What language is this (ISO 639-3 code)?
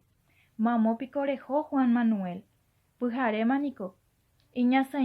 grn